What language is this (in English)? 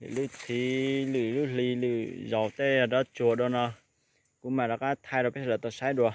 Hmong